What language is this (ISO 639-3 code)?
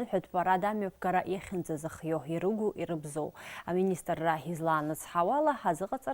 abk